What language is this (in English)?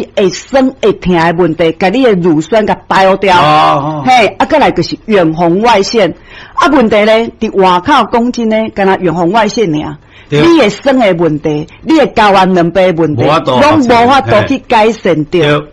Min Nan Chinese